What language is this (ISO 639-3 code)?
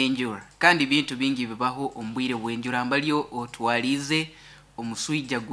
nyo